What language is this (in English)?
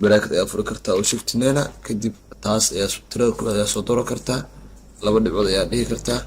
Somali